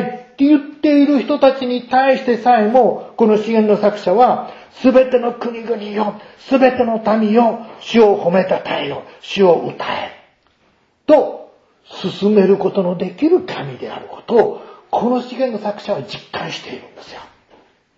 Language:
Japanese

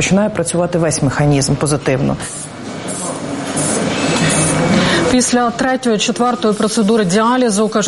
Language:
Ukrainian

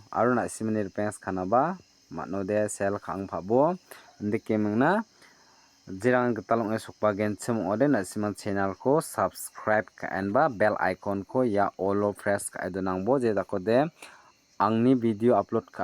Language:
Garo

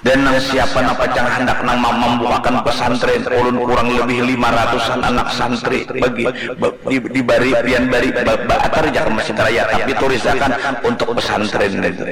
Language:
Banjar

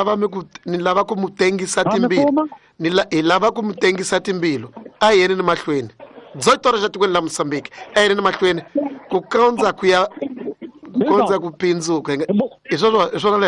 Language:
Tsonga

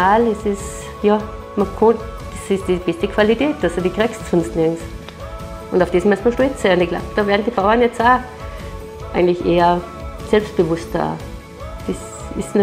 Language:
Bavarian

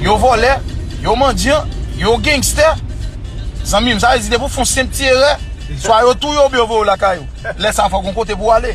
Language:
Haitian Creole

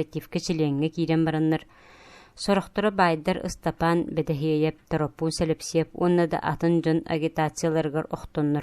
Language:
Yakut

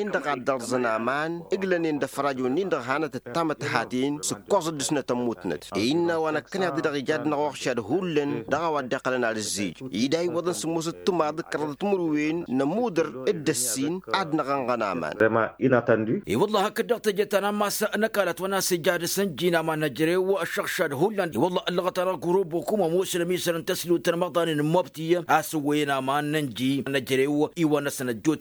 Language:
Tamasheq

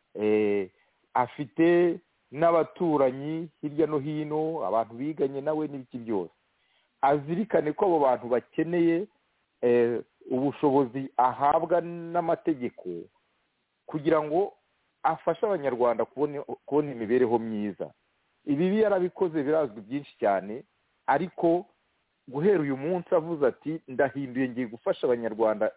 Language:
Kinyarwanda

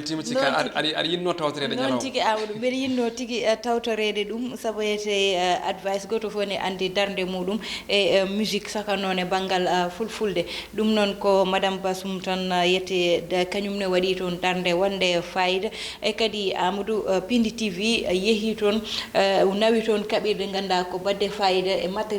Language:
Fula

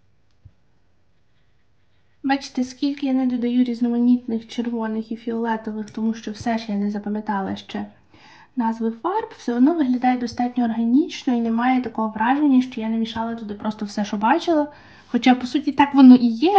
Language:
Ukrainian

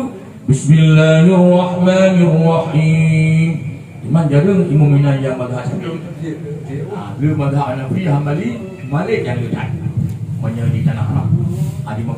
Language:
Achinese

